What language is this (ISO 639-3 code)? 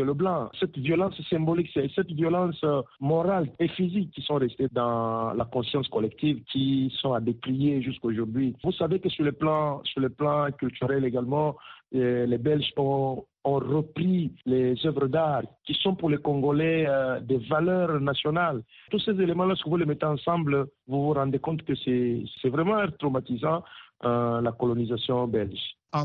fra